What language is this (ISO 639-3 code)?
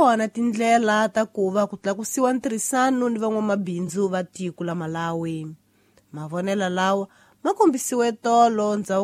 tso